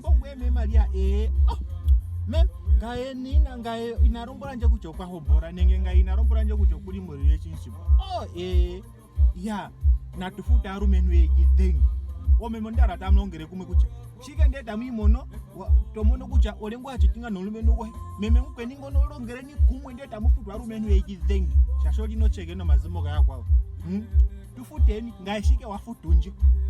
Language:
Ndonga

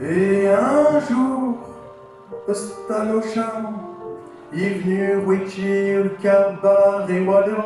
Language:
Picard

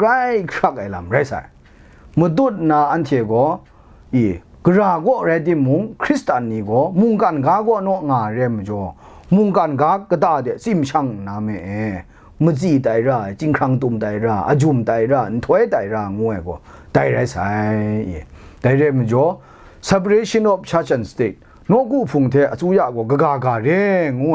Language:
Kachin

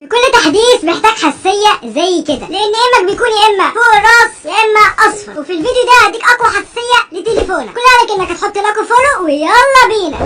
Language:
Egyptian Arabic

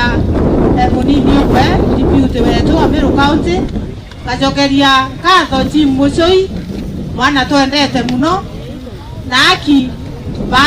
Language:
Meru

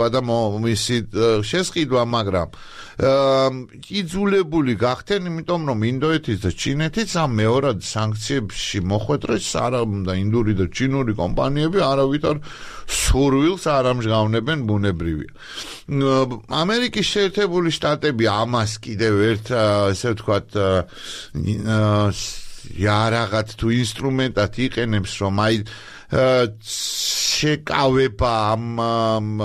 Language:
Georgian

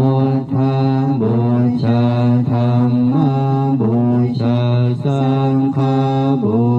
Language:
Pali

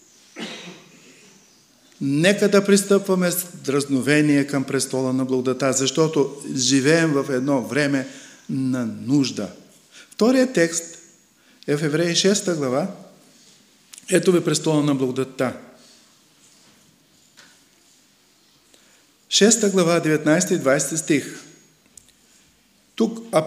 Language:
Bulgarian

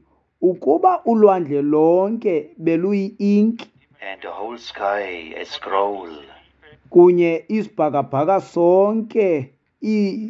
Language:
Xhosa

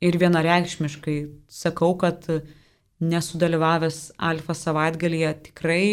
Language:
Lithuanian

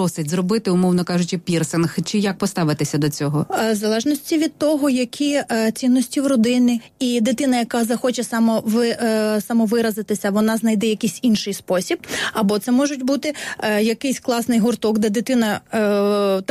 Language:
Ukrainian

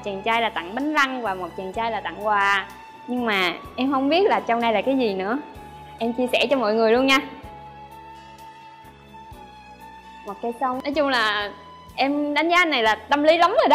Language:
Vietnamese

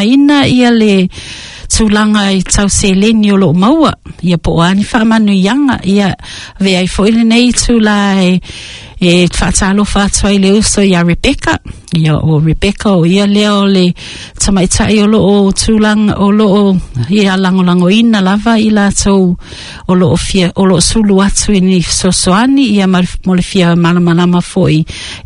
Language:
Samoan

